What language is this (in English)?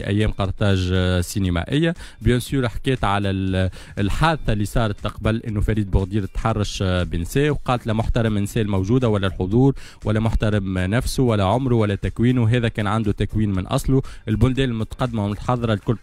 Tunisian Arabic